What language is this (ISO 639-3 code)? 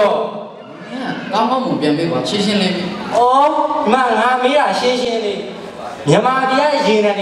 mya